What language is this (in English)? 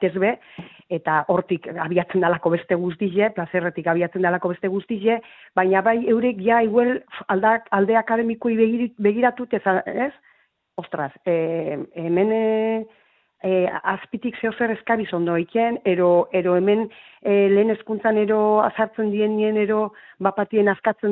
Basque